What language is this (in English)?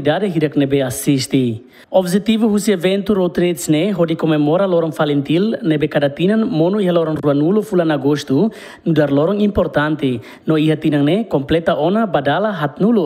Tetum